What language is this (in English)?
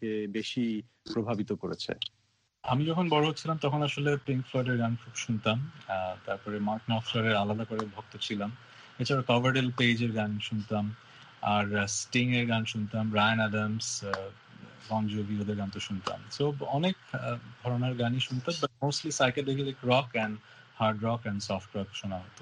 Bangla